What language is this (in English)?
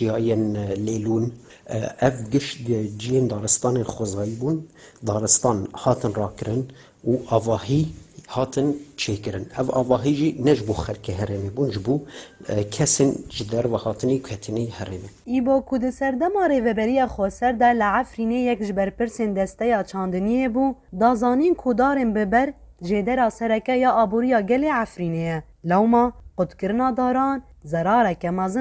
Kurdish